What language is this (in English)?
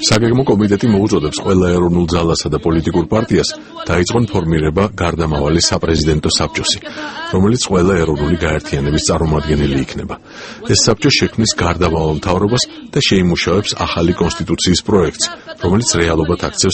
Georgian